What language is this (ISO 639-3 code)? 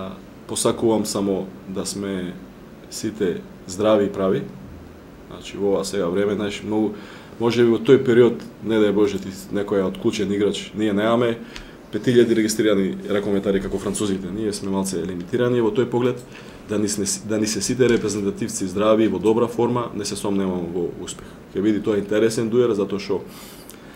mkd